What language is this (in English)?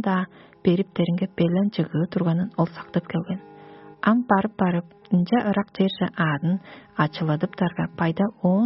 Tuvinian